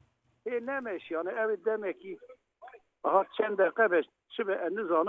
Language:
Kurdish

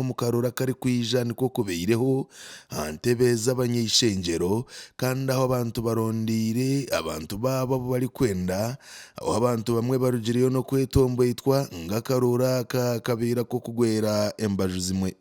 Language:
Nyankole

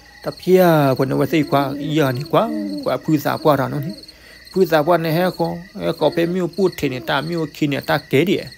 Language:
S'gaw Karen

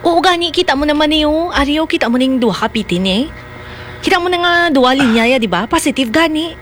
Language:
Hiligaynon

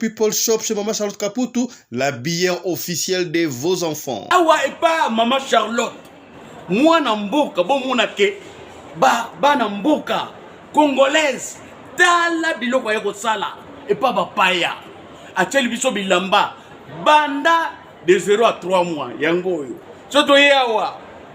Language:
Lingala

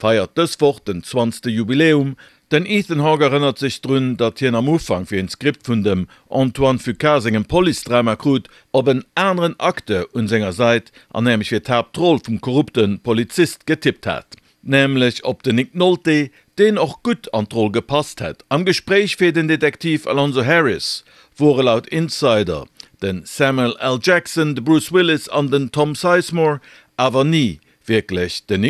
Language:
Luxembourgish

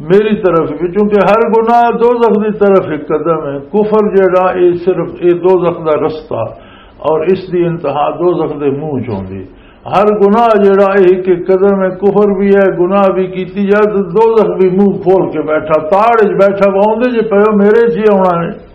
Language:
Western Panjabi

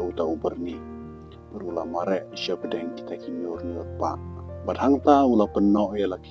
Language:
Khasi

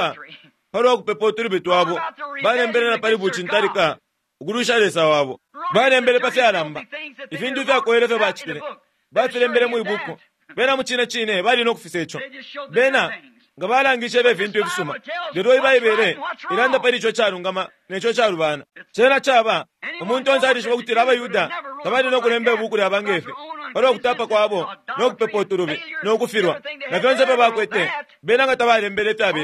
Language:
Bemba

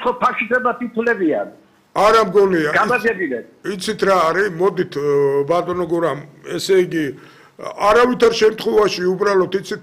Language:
Georgian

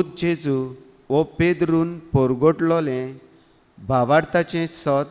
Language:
Konkani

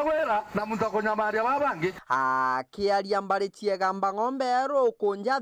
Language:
Meru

